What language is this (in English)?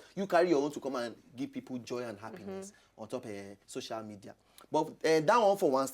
Nigerian Pidgin